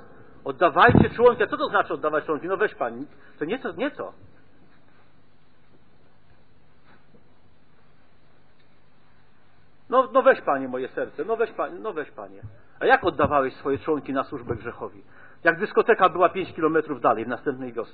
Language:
Polish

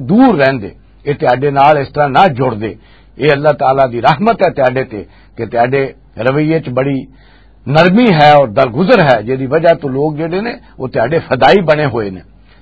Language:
Western Panjabi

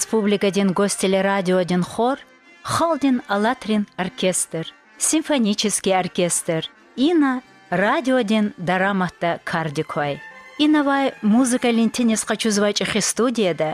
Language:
Lezghian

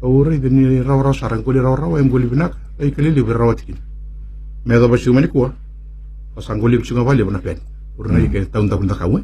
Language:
Fijian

